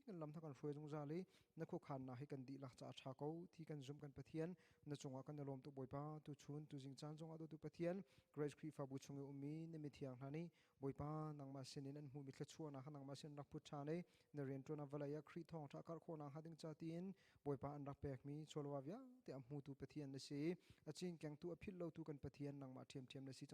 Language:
Hakha Chin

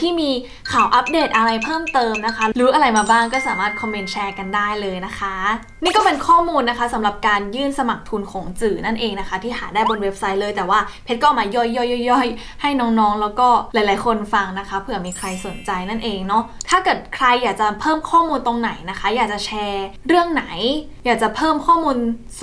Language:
Thai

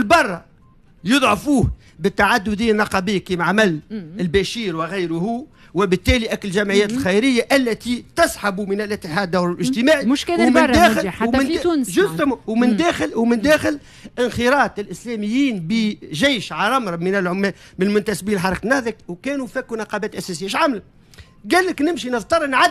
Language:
Tunisian Arabic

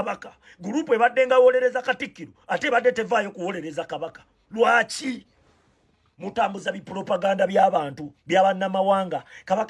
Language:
Ganda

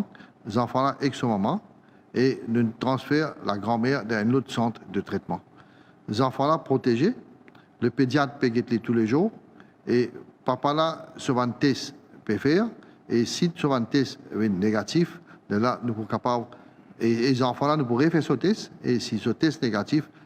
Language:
Morisyen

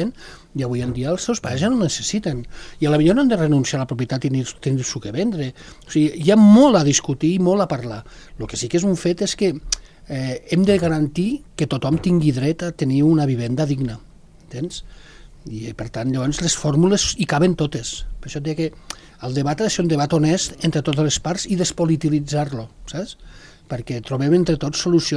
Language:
Catalan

